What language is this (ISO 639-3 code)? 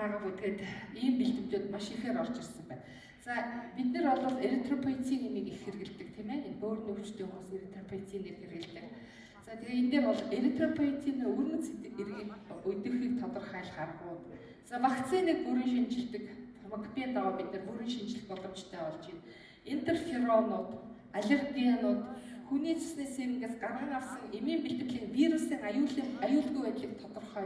mon